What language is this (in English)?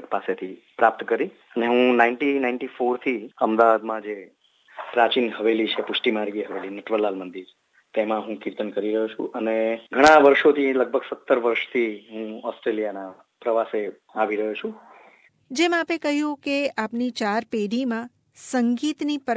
Gujarati